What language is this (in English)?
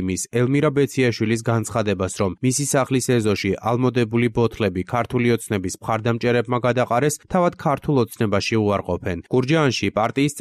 Georgian